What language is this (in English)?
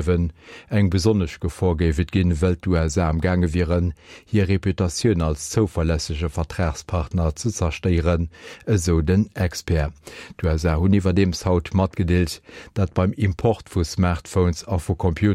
Luxembourgish